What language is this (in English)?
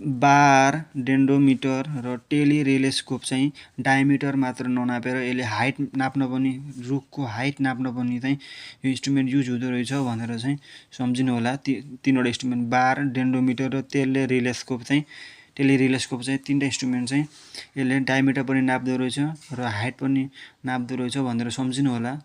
Nepali